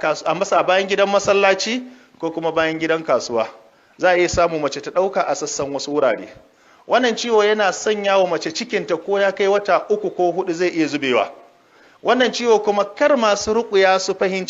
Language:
Hausa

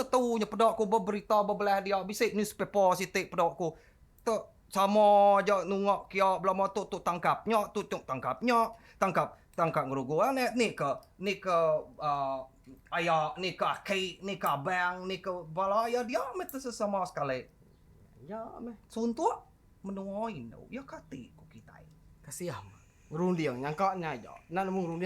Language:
Iban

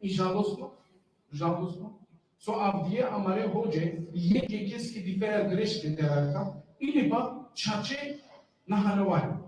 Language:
Balkan Romani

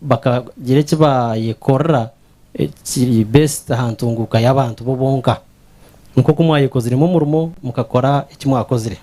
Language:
Nyankole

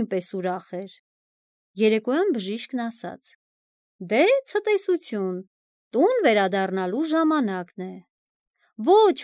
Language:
Armenian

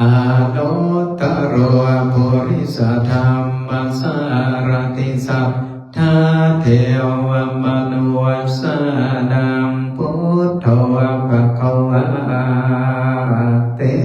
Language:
Pali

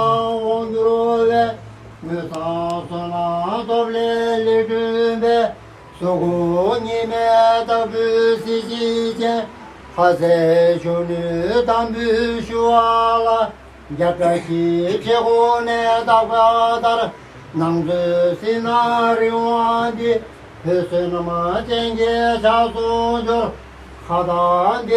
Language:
Tibetan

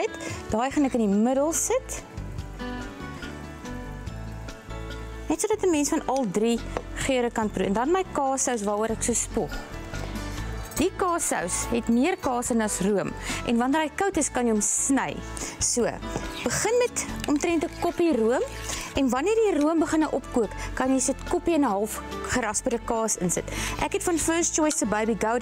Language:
Afrikaans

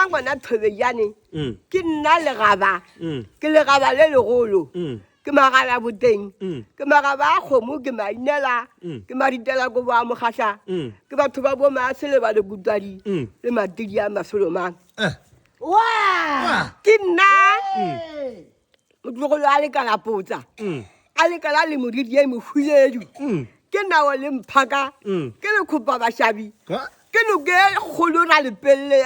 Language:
Northern Sotho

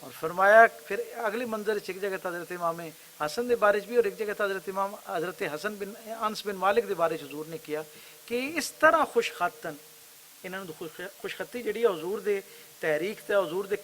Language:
Western Panjabi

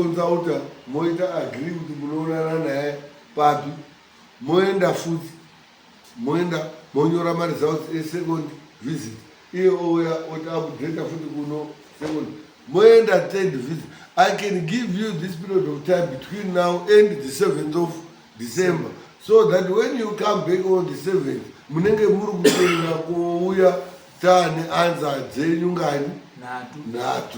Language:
Shona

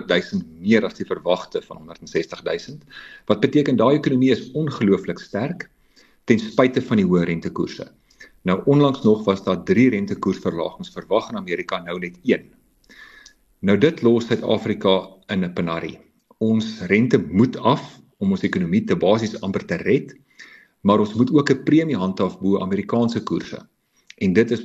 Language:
Afrikaans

